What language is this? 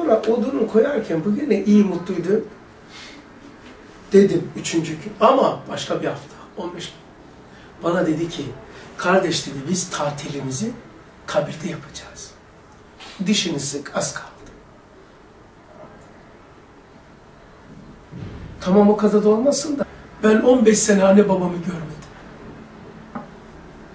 Turkish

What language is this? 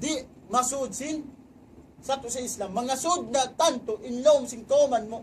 Tausug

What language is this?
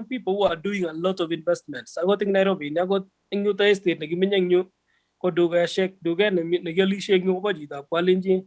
Kalenjin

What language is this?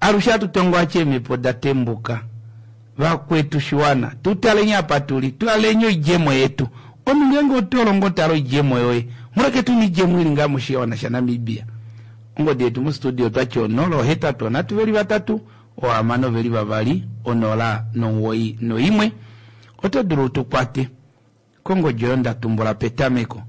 Kuanyama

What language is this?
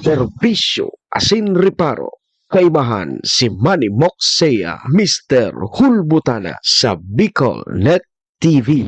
Bikol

